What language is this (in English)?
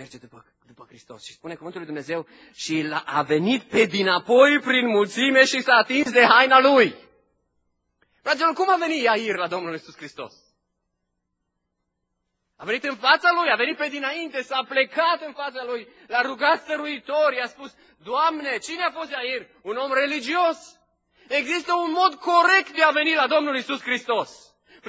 Romanian